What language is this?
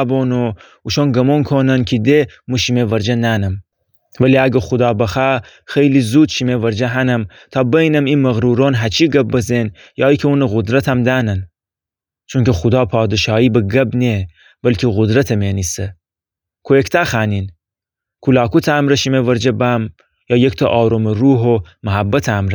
Gilaki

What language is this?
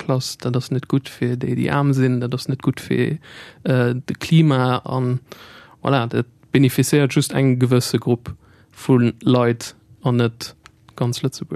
Luxembourgish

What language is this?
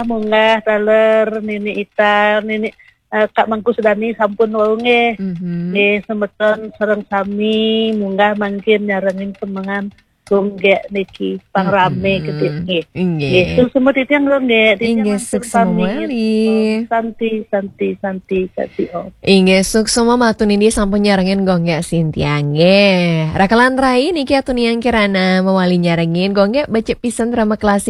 Balinese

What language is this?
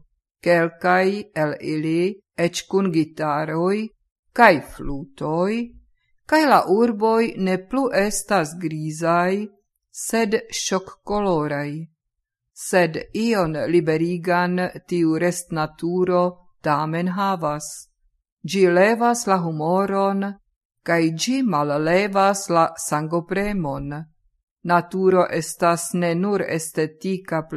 Esperanto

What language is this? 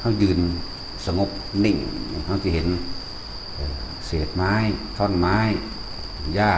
Northeastern Thai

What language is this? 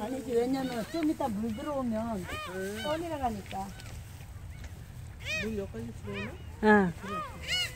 Korean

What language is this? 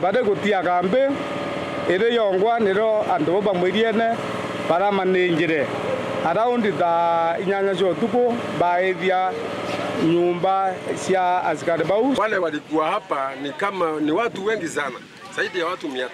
Meru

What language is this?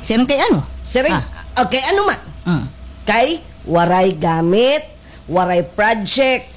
Waray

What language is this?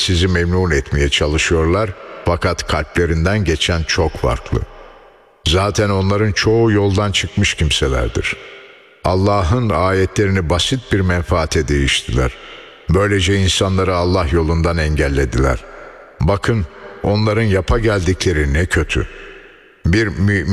Turkish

